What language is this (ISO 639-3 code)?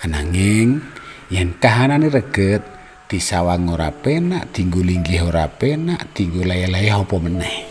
jav